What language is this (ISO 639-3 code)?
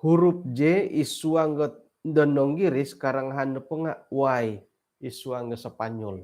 dtp